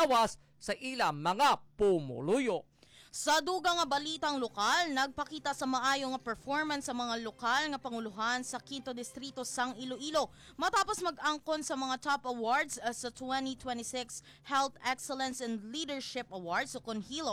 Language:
Hiligaynon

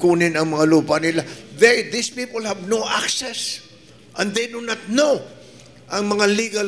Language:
Filipino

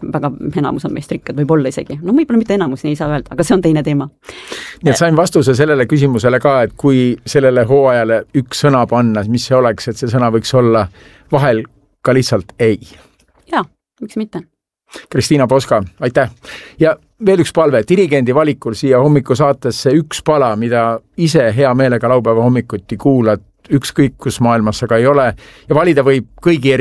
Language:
Estonian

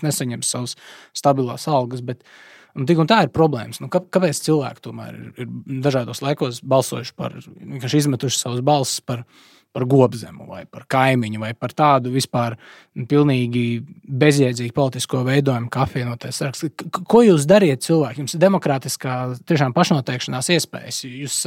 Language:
Latvian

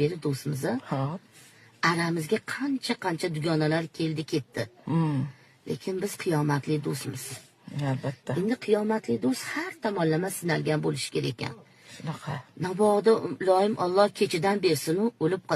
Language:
Uzbek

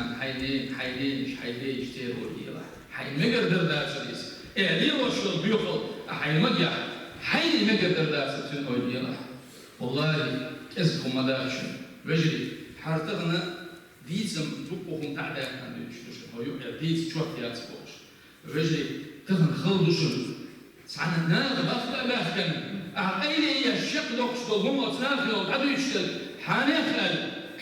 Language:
Chechen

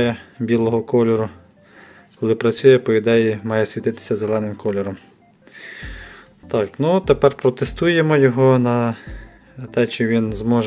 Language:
Ukrainian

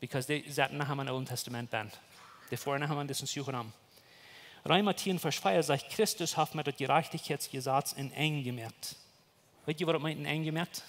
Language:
Plautdietsch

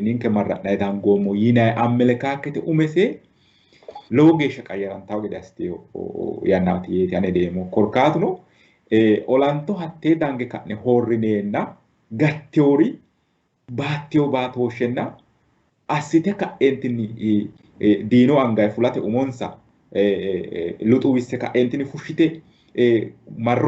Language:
Sidamo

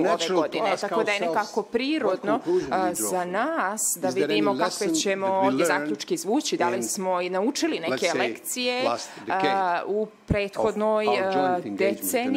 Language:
Serbian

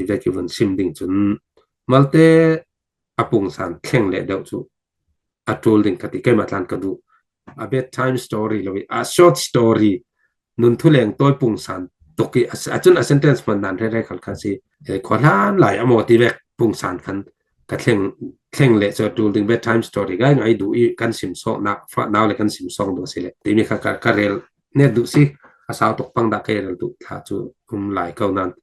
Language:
Falam Chin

